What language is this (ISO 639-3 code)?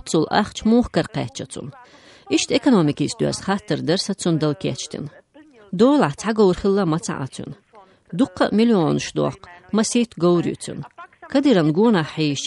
che